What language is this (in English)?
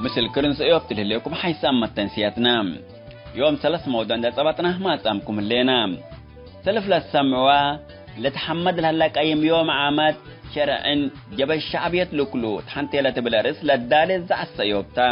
Tigre